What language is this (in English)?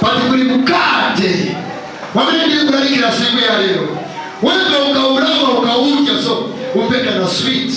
Nyanja